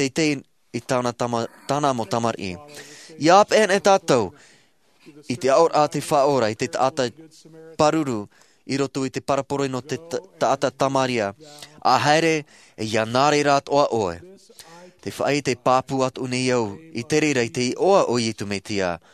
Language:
Tahitian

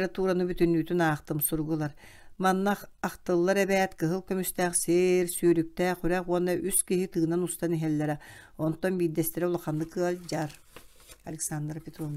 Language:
Yakut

